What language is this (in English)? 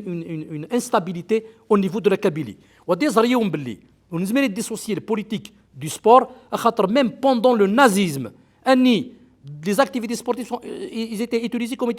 Kabyle